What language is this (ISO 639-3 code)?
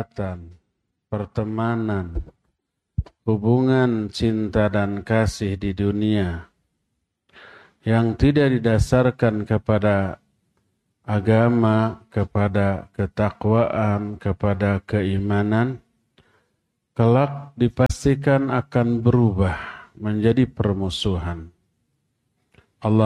ind